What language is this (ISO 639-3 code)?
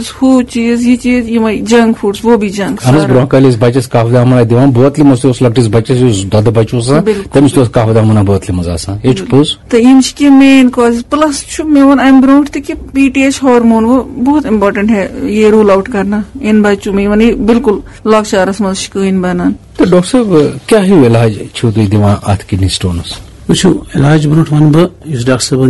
kas